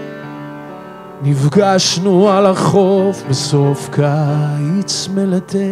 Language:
Hebrew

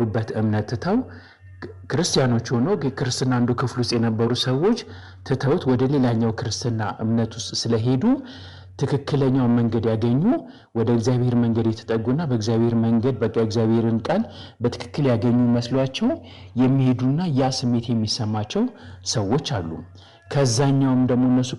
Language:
Amharic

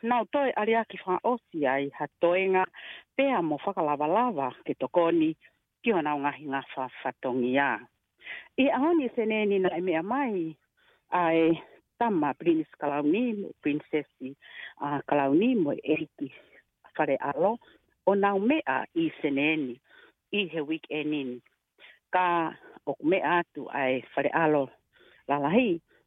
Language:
Tongan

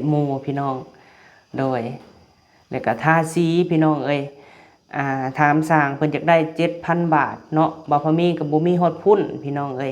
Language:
Lao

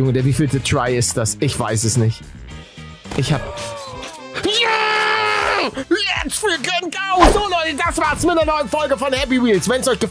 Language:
German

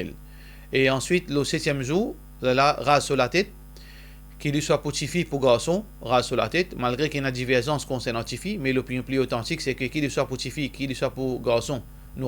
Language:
Morisyen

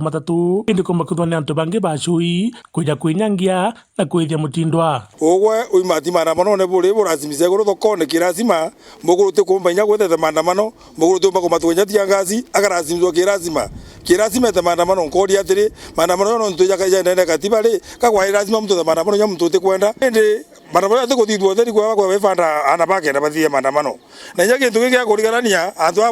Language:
Meru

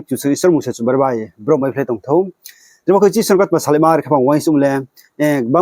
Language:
Riang (India)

